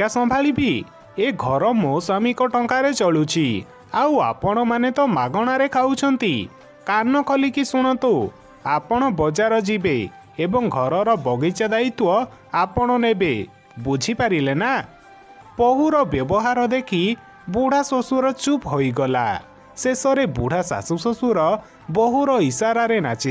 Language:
Odia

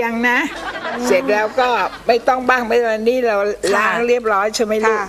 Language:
Thai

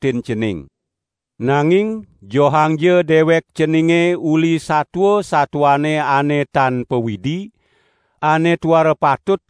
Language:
Balinese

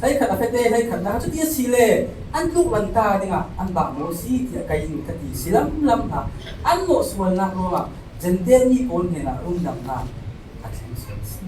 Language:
Falam Chin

